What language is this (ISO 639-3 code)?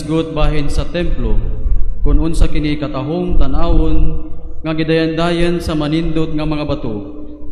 ceb